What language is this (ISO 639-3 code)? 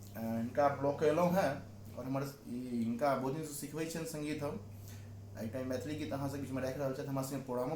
mai